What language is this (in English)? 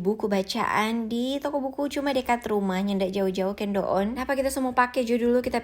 Manado Malay